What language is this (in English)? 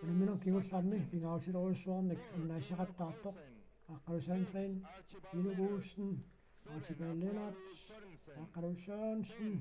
Kalaallisut